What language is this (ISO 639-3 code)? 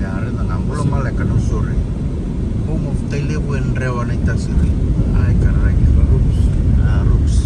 fij